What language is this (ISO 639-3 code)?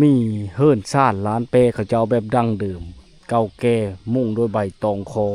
lao